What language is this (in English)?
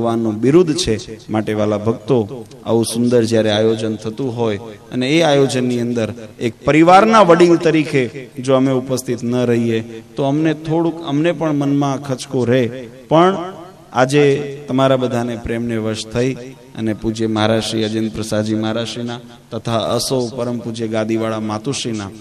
Gujarati